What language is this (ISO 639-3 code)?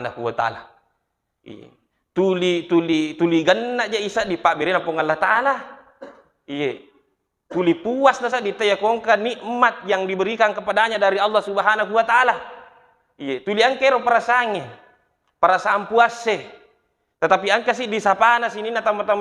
bug